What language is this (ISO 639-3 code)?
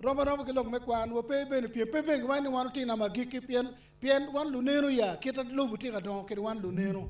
ach